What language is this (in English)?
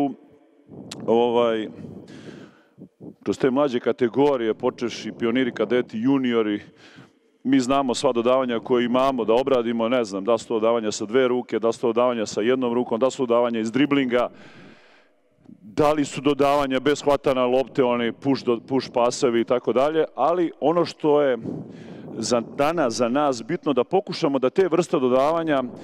Serbian